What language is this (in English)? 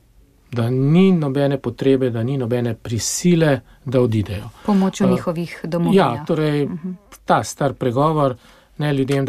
Slovenian